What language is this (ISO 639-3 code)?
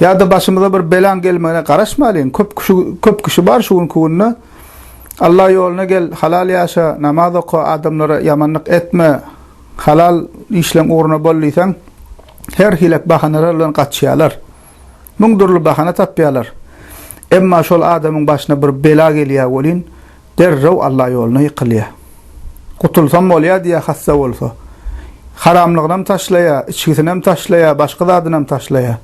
tuk